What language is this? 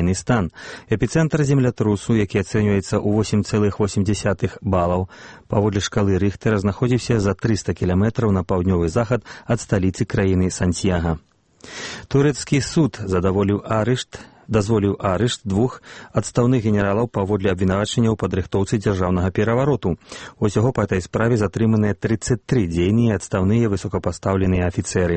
Belarusian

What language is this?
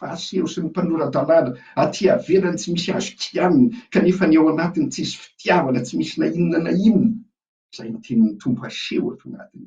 Malagasy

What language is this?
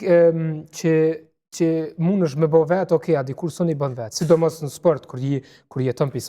Albanian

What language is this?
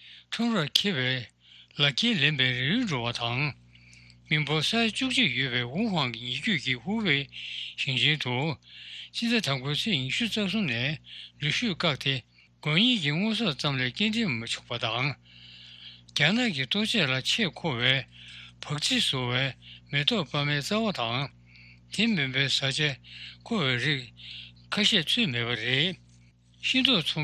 Tibetan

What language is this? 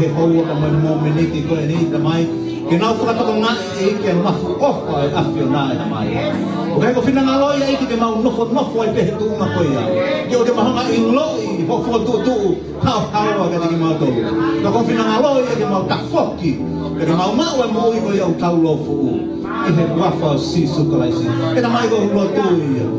Tongan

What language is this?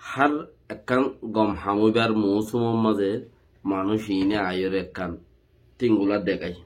Rohingya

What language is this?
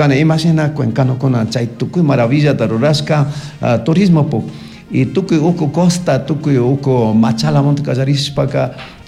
Chimborazo Highland Quichua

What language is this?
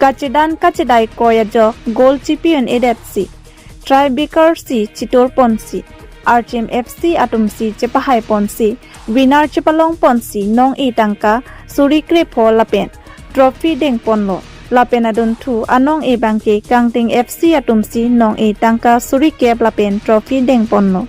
Karbi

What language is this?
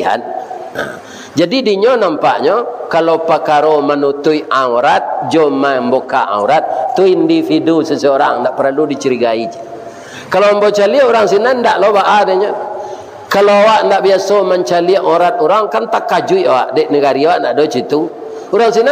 Minangkabau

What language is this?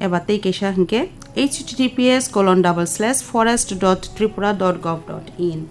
Kok Borok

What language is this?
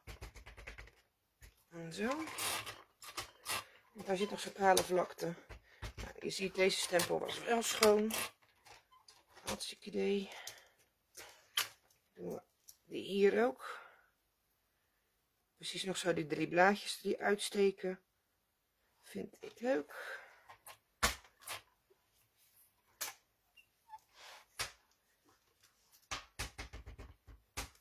Dutch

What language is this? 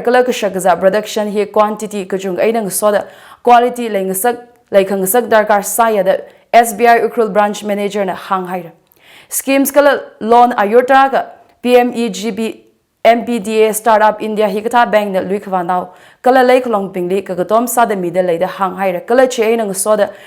Tangkhul Naga (India)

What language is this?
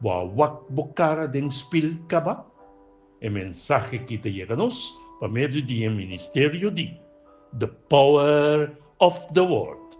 Papiamento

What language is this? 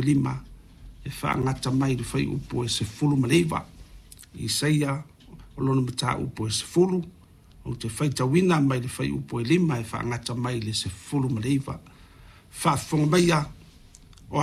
Samoan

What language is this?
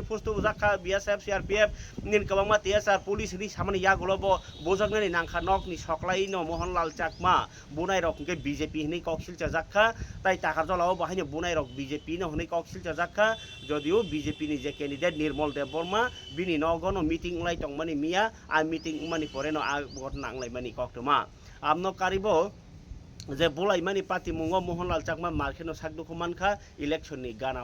Kok Borok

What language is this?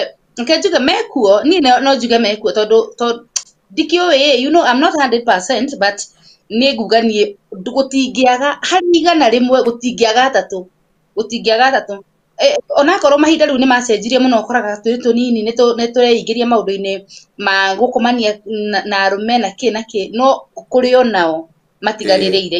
Kikuyu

